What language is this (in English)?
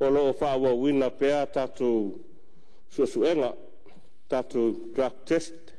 Samoan